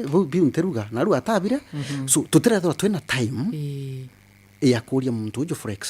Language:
Meru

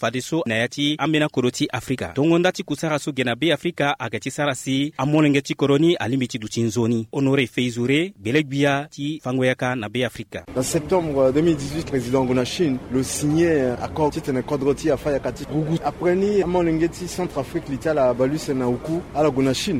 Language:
Sango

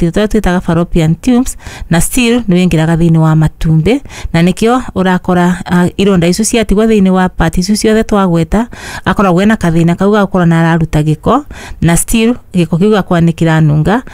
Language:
Kikuyu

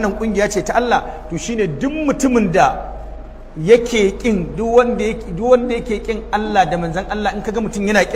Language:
Hausa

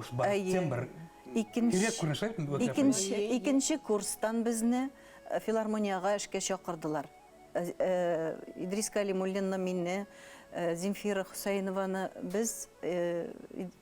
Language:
Bashkir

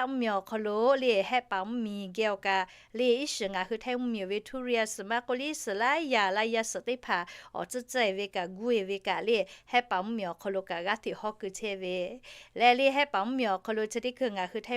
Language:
Lahu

